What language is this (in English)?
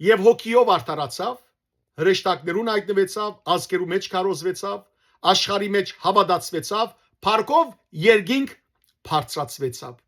Western Armenian